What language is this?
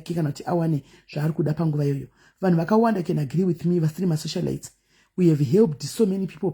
Shona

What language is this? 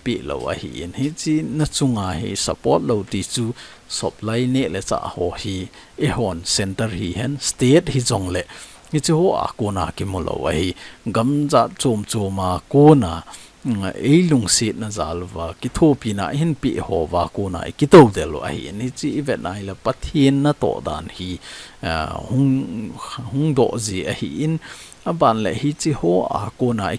Thado Chin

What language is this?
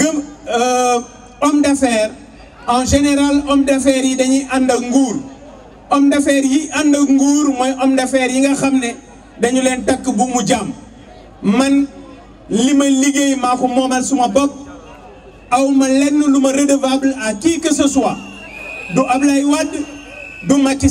Wolof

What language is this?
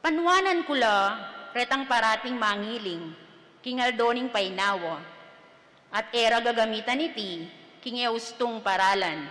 Pampanga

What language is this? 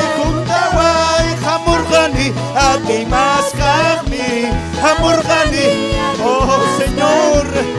Ayacucho Quechua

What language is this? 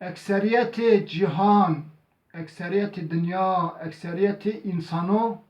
Zaza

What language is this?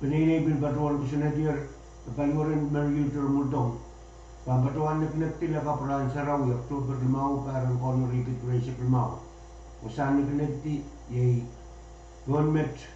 Pohnpeian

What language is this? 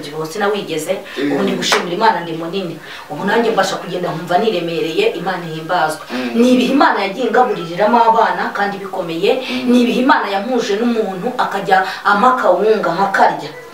Kinyarwanda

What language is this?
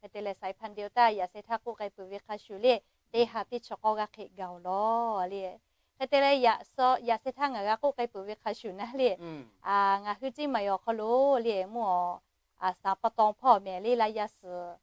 Lahu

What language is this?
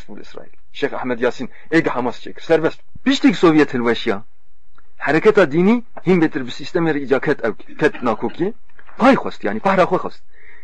Kurdish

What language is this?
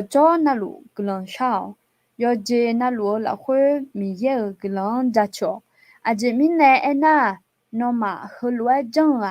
Akha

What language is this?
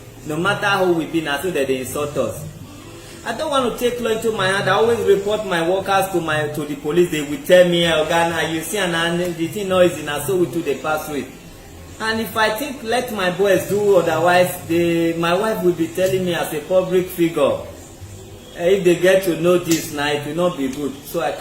Nigerian Pidgin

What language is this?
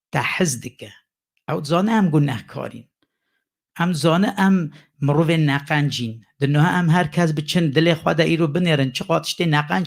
Kurdish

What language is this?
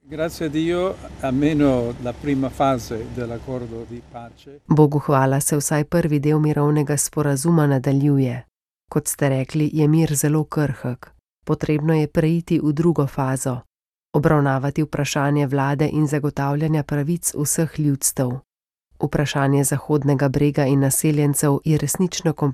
Slovenian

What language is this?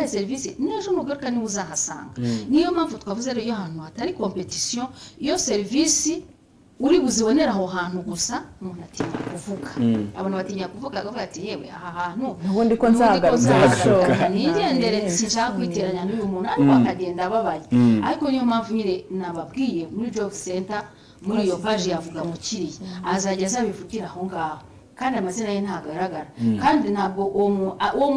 Kinyarwanda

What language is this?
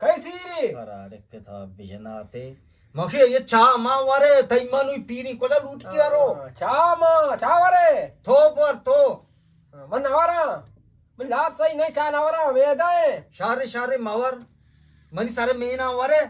Eastern Balochi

